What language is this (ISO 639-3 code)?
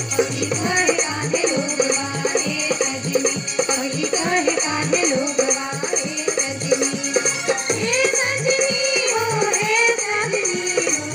bho